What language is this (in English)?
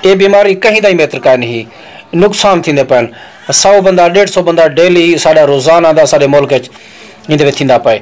Saraiki